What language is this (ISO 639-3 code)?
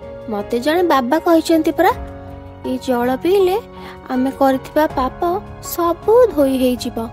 ori